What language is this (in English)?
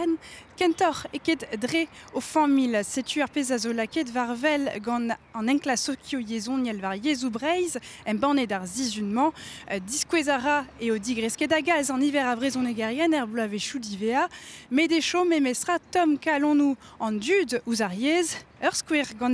Breton